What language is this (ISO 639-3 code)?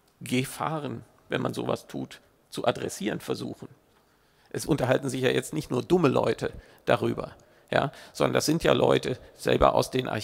deu